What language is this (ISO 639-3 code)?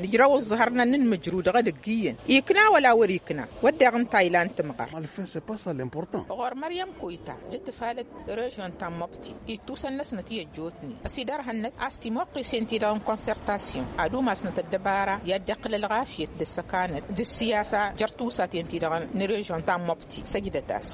taq